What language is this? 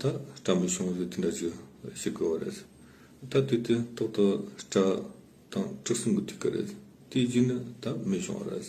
Tibetan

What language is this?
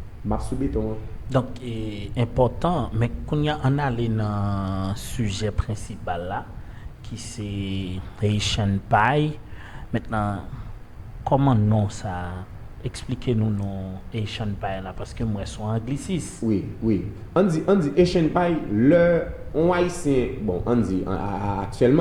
Haitian Creole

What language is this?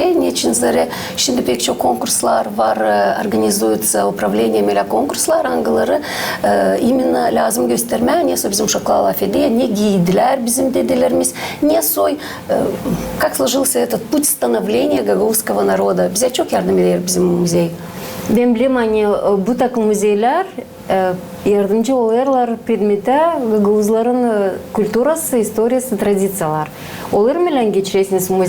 Gagauz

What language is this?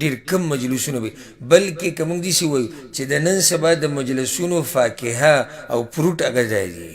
Pashto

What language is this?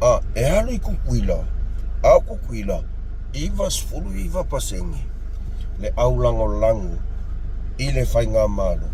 Samoan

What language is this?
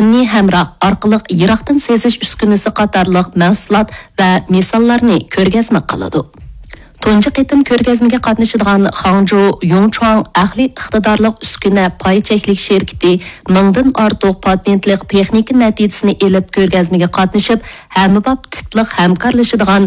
Uyghur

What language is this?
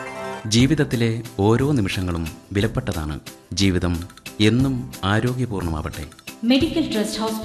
Malayalam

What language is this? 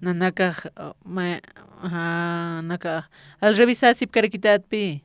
Aymara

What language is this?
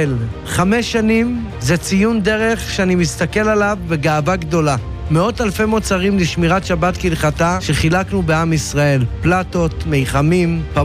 Hebrew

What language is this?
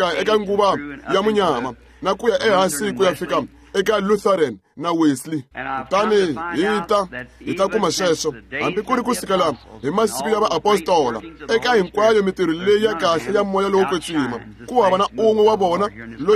Tsonga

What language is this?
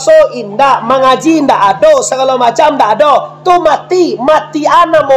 Minangkabau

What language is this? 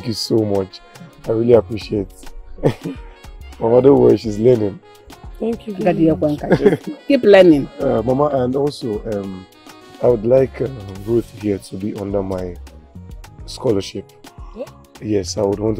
English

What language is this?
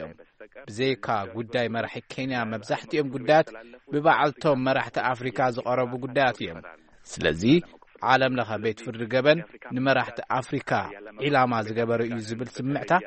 Tigrinya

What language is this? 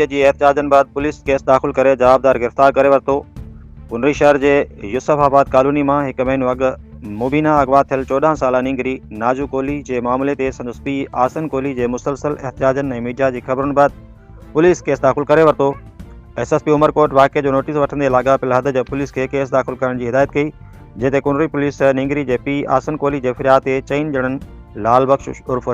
Sindhi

